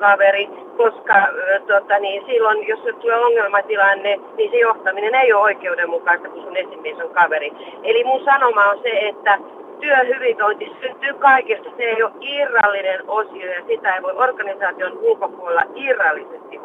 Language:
Finnish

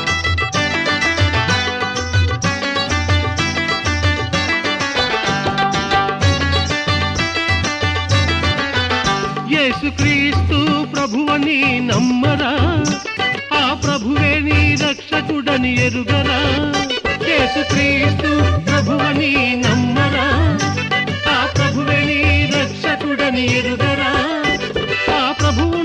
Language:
Telugu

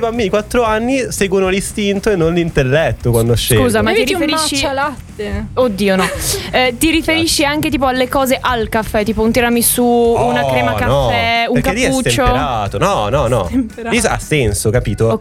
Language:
Italian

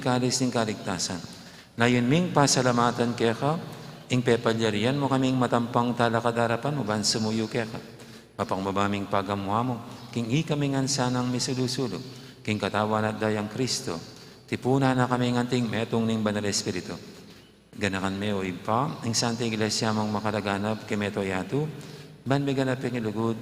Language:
Pampanga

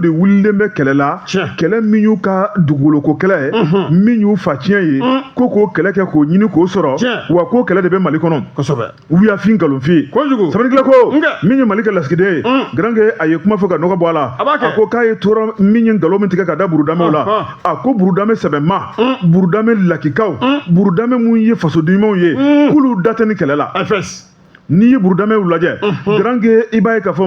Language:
Bambara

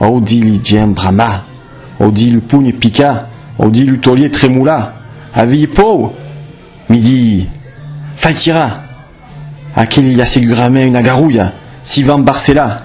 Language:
Occitan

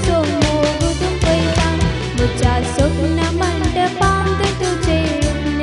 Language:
Konkani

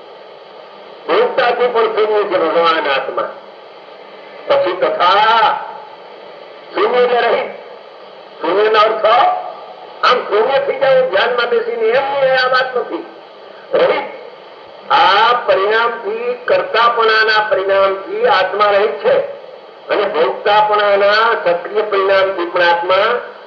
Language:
Gujarati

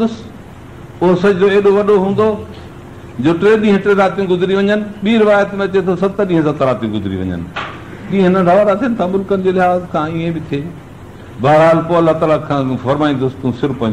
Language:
Sindhi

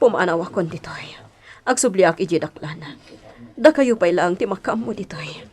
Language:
Iloko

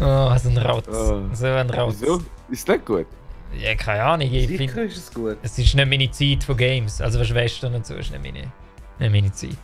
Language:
Swiss German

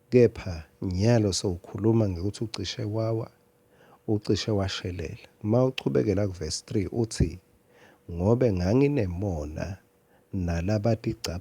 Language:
Swati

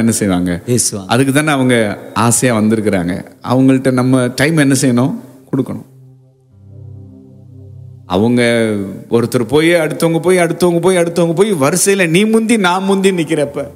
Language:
Tamil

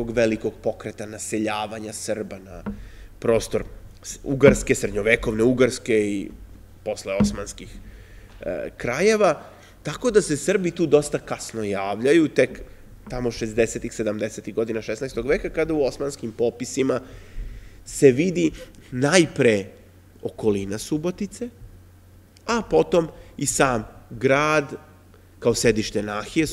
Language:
Serbian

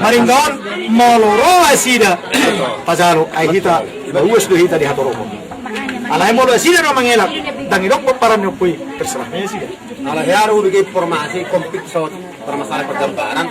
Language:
Batak Toba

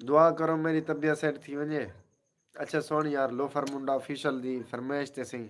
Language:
Saraiki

